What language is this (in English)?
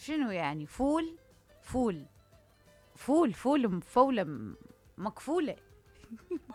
Mesopotamian Arabic